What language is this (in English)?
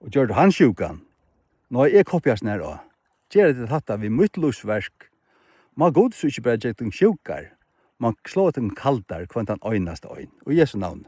Faroese